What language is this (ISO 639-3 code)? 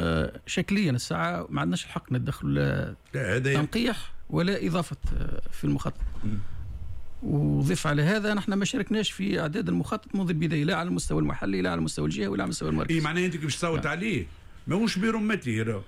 aeb